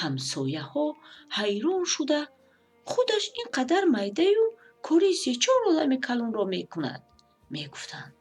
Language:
Tajik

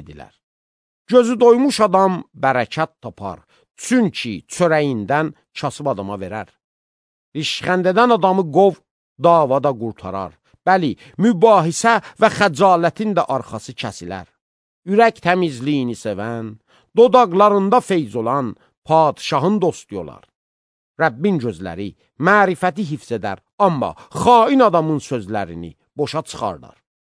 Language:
Azerbaijani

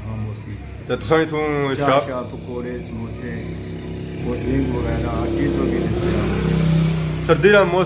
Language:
Pahari-Potwari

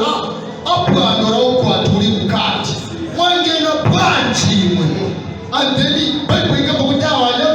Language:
Nyanja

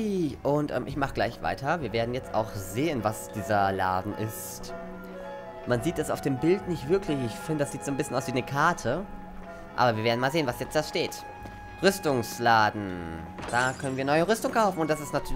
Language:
German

